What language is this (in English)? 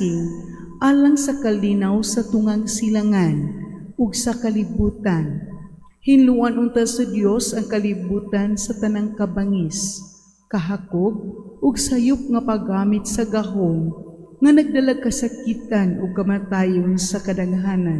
Cebuano